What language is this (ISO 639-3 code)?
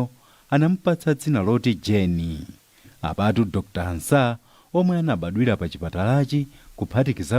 nya